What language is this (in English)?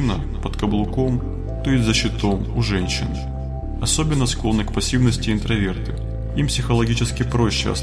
Russian